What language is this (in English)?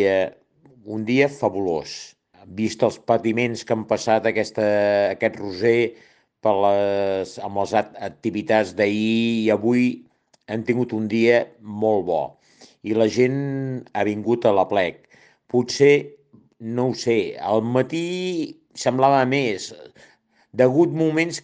Catalan